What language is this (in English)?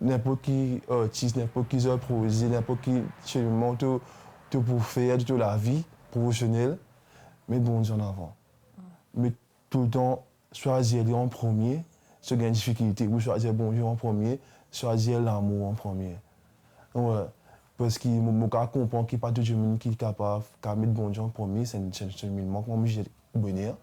Morisyen